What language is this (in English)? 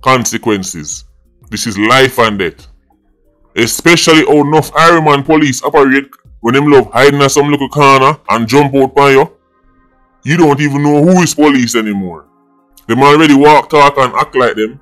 Jamaican Creole English